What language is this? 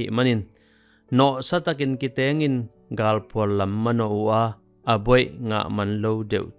Tedim Chin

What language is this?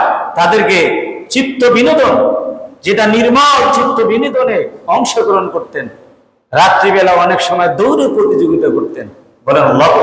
Bangla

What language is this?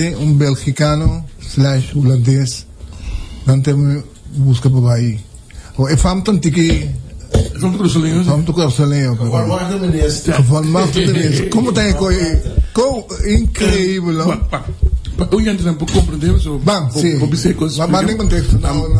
Papiamento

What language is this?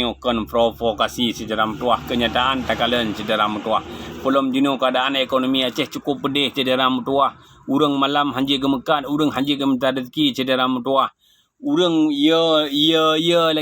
Achinese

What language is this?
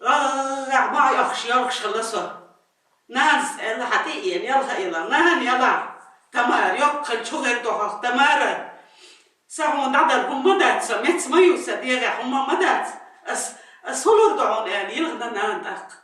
Chechen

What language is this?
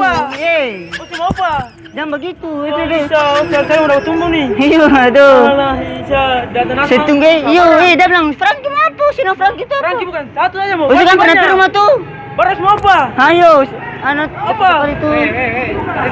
Ambonese Malay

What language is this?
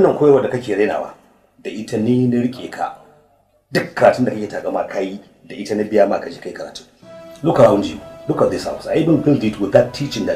Hausa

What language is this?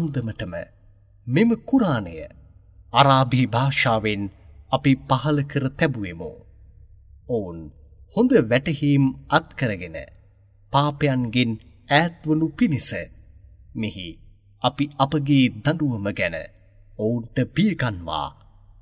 Sinhala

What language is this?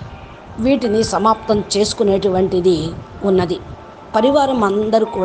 Telugu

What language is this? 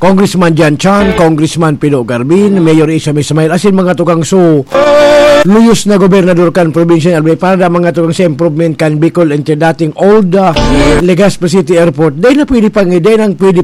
Bikol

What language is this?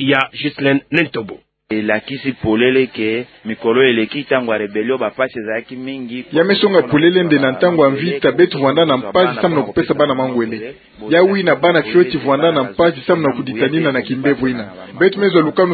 Kituba (Democratic Republic of Congo)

